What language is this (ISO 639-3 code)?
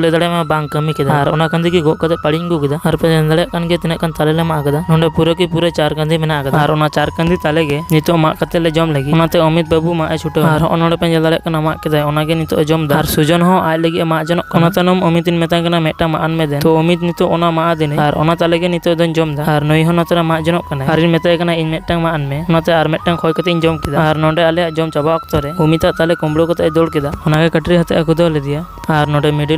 sat